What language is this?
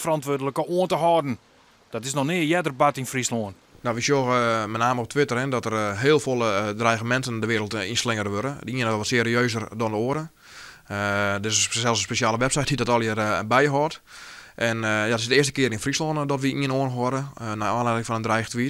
Western Frisian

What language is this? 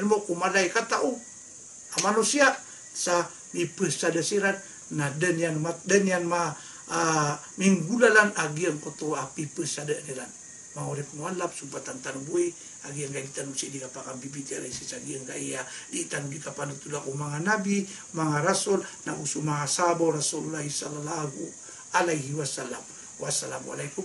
Maranao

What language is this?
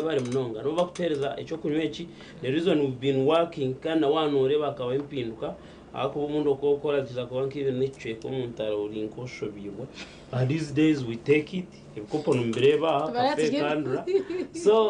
Nyankole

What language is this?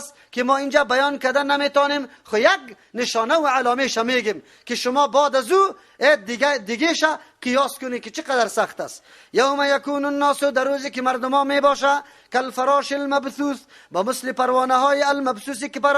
Persian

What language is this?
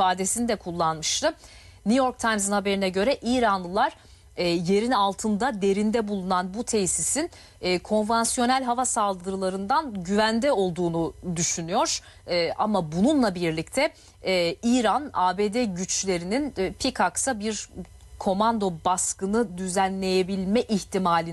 Turkish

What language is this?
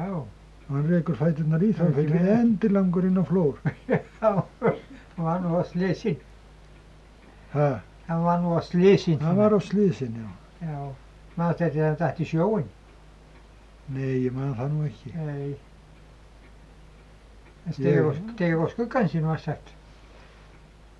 Icelandic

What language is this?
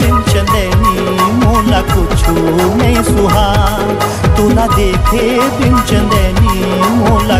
Chhattisgarhi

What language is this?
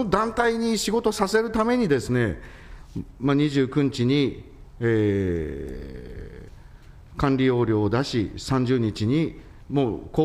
Japanese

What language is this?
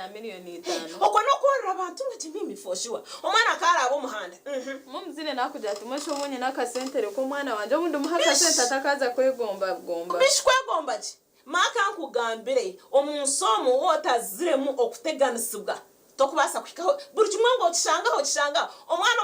Nyankole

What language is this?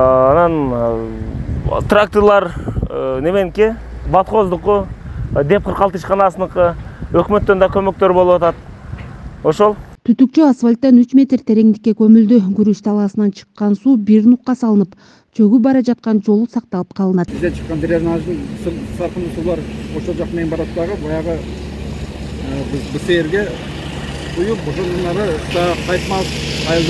Kyrgyz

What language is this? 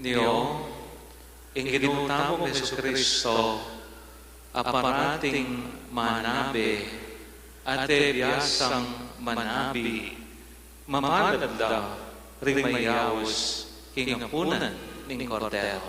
Pampanga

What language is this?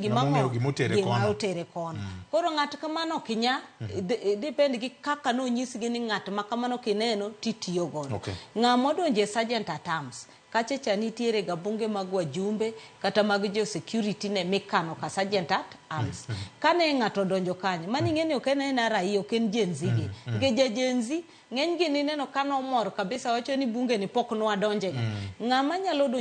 Luo (Kenya and Tanzania)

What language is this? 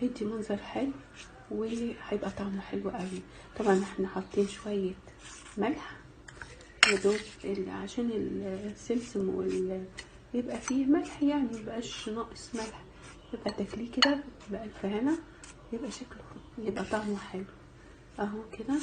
Egyptian Arabic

